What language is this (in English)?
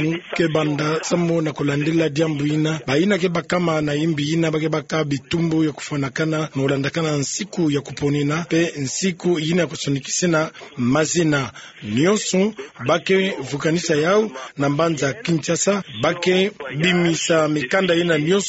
Kituba (Democratic Republic of Congo)